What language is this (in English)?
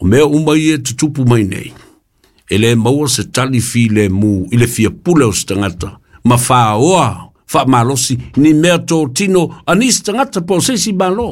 Samoan